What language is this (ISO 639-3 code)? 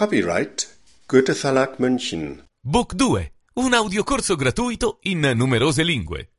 sqi